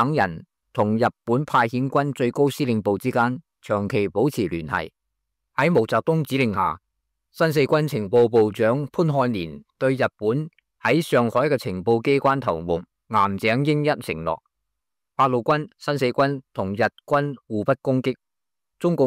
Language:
Cantonese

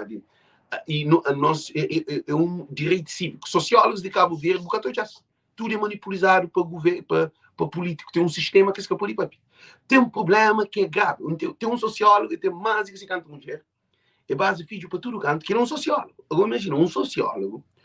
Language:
Kabuverdianu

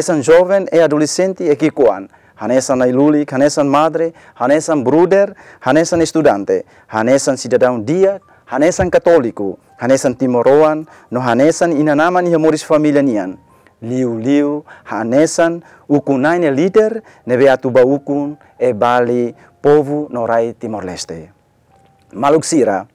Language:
Tetum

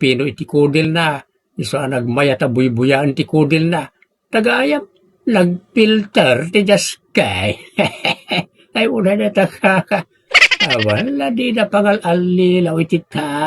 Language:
Iloko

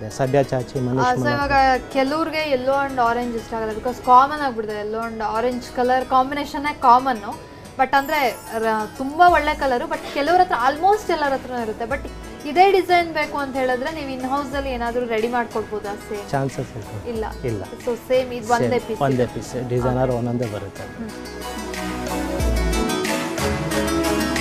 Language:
Kannada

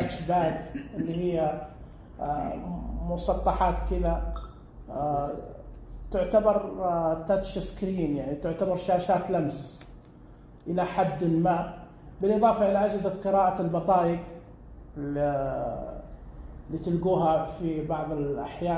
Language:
Najdi Arabic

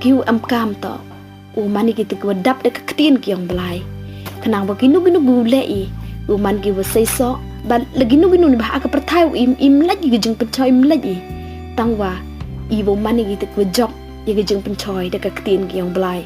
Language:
Pnar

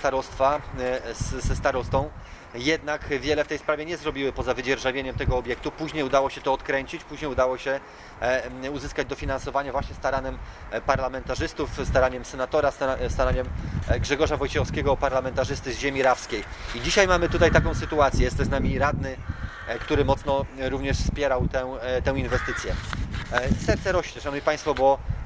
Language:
Polish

